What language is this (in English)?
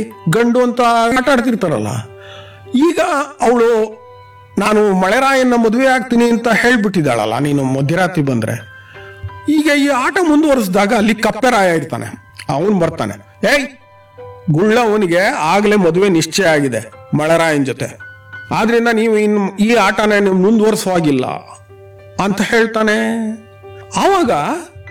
Kannada